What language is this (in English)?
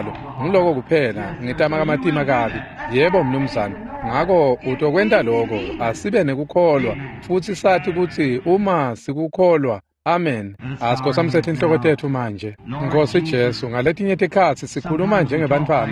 Swati